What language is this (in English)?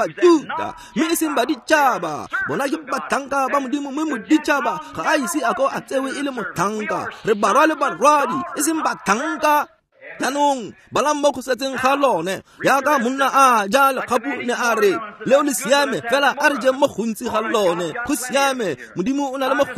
Tswana